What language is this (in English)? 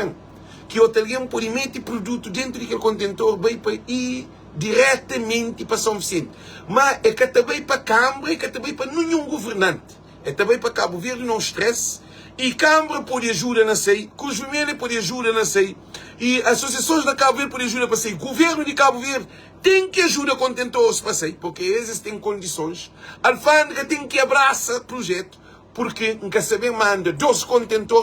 Kabuverdianu